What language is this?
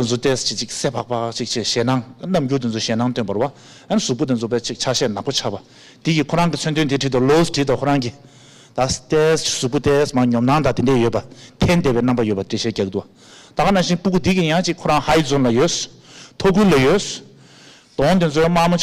Tibetan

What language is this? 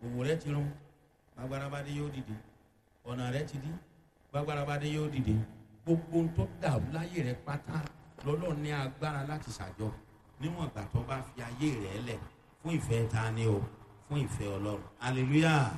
Yoruba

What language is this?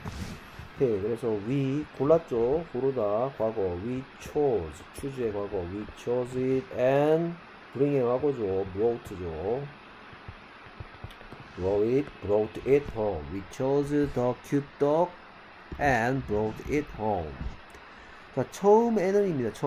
Korean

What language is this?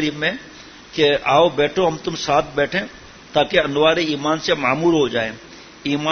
Urdu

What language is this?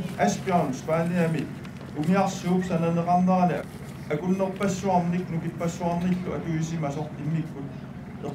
Kalaallisut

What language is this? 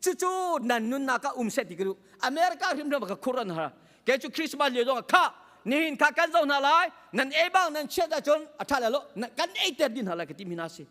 Hakha Chin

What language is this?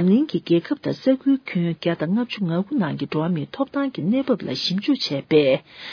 Tibetan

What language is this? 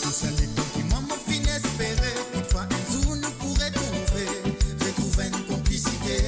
Morisyen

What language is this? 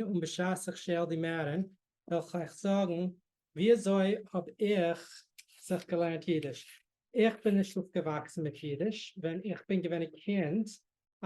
Yiddish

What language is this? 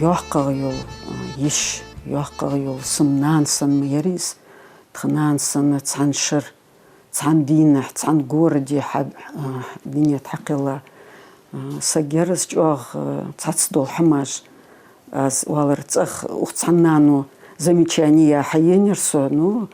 Ingush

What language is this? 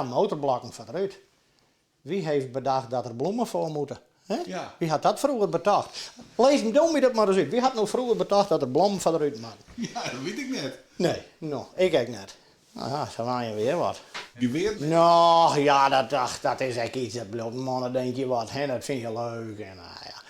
Western Frisian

